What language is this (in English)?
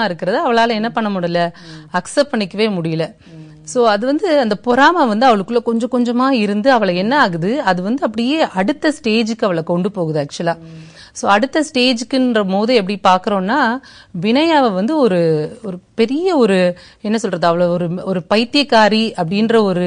Tamil